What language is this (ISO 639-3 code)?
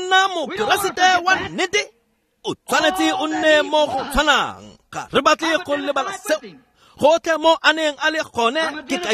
tsn